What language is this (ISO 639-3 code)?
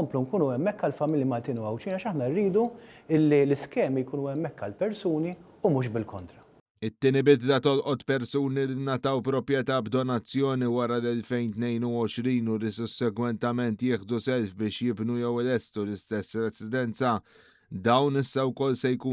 mlt